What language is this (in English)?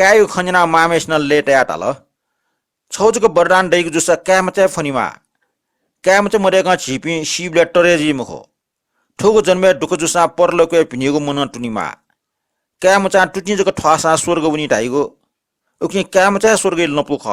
Newari